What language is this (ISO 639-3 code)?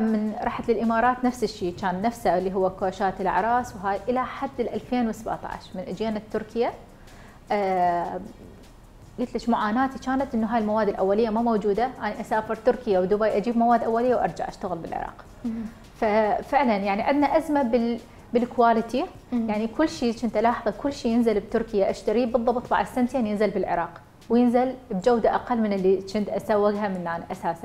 acm